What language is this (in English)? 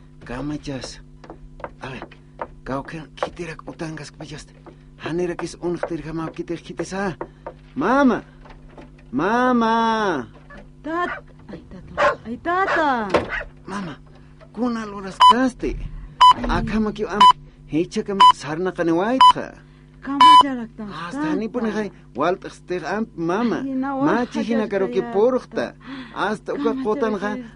Aymara